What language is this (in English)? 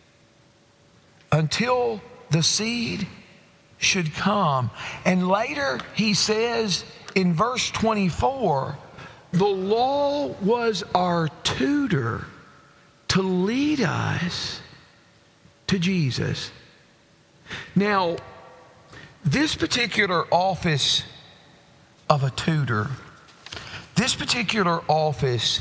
English